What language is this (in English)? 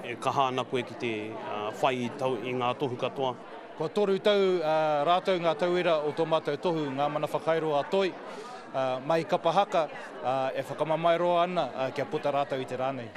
Māori